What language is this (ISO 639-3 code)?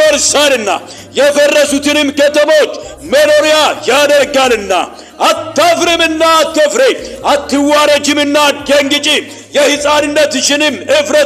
amh